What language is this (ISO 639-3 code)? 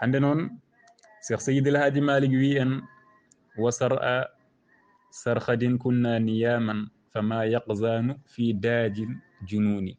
ful